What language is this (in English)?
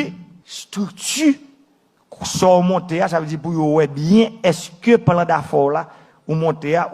Haitian Creole